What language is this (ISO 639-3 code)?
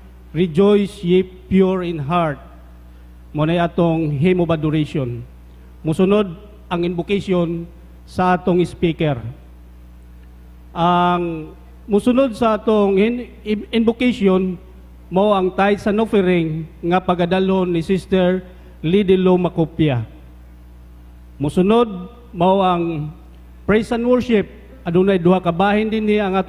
ceb